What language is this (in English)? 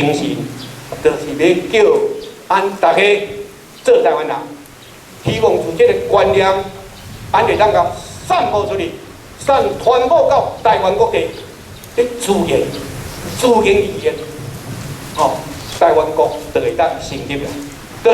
Min Nan Chinese